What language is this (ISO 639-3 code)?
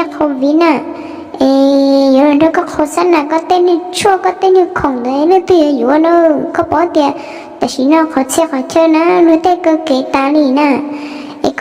hmn